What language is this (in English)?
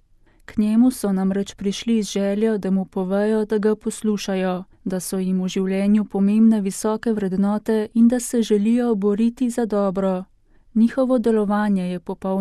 Slovenian